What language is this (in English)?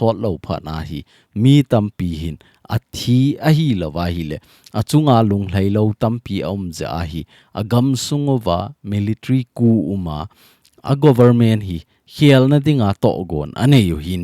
Thado Chin